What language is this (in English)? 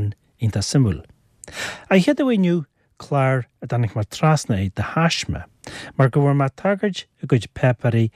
Irish